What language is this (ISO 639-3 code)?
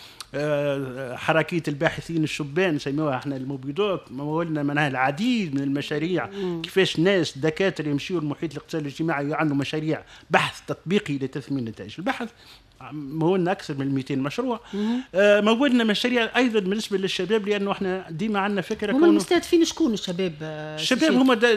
aeb